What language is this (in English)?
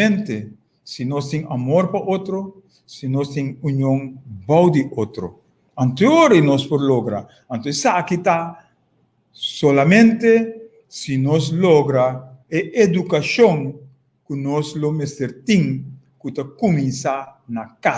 Papiamento